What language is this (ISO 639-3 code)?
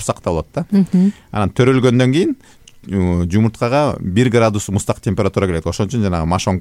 kir